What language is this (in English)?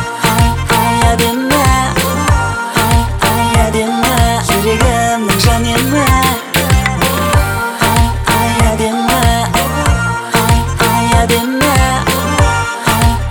Kazakh